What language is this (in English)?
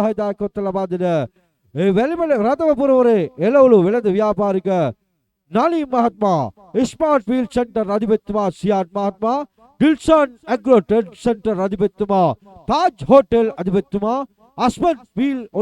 Sinhala